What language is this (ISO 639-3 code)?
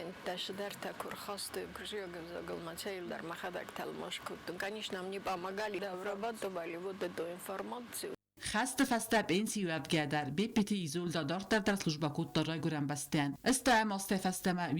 oss